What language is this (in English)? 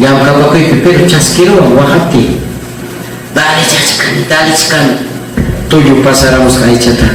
Ayacucho Quechua